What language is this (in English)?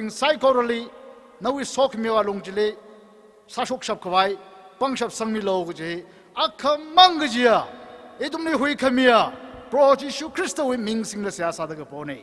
Tangkhul Naga (India)